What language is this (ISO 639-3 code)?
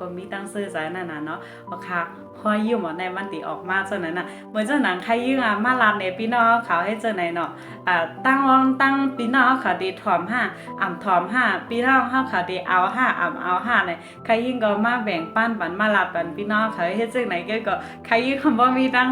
shn